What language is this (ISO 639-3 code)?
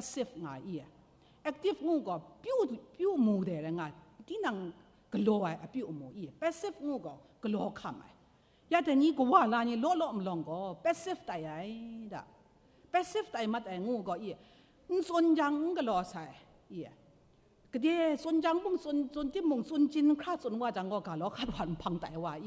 kac